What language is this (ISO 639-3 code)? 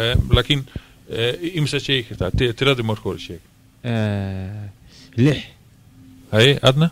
som